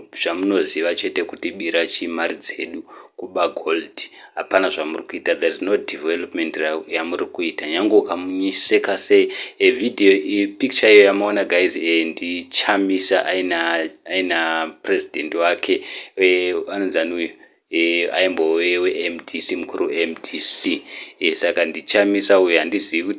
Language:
Shona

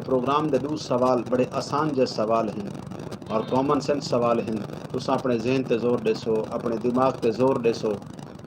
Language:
Saraiki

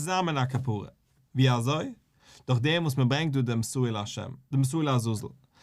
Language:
Yiddish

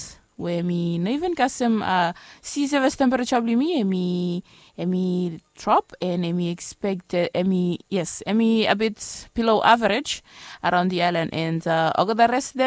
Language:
Bislama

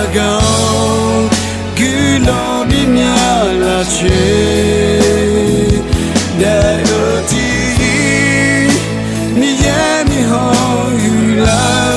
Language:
Akha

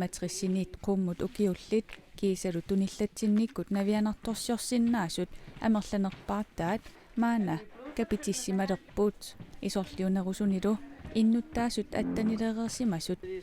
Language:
Kalaallisut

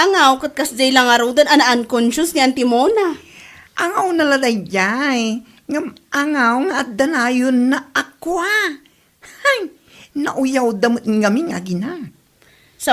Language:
Iloko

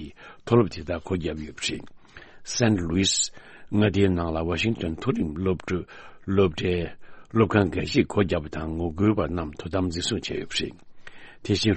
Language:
Tibetan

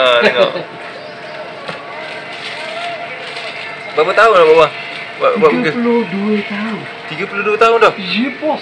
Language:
Malay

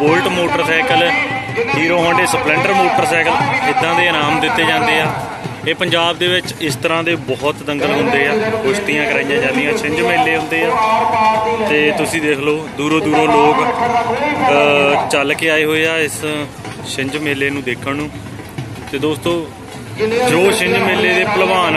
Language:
Punjabi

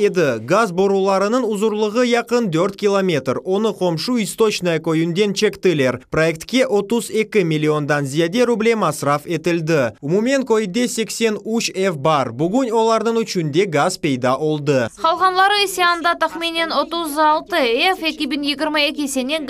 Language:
Crimean Tatar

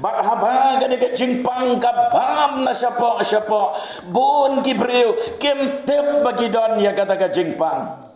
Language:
Khasi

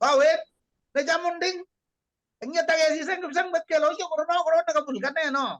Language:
Kalenjin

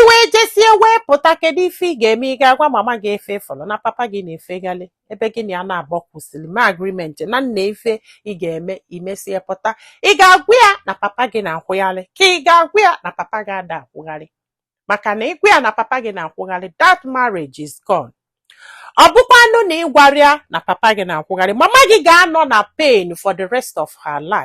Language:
Igbo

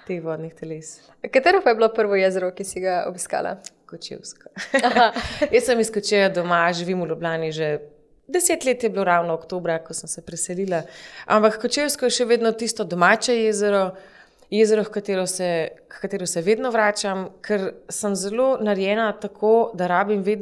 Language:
Slovenian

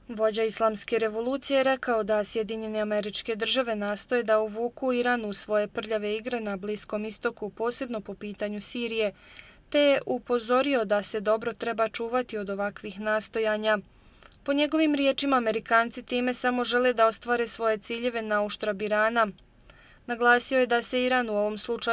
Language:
Bosnian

